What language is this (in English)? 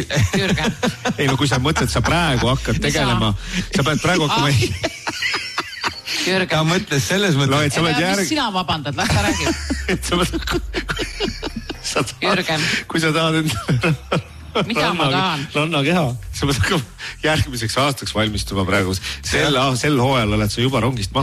Estonian